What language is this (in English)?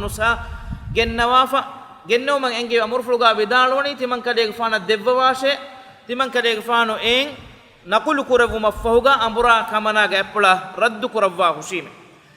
Divehi